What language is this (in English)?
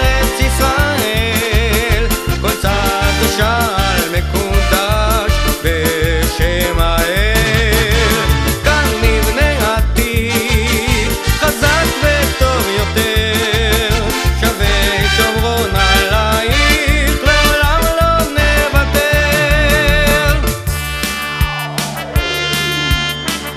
Hebrew